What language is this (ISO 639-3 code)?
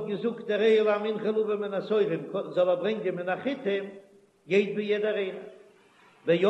yid